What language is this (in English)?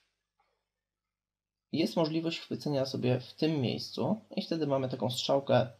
Polish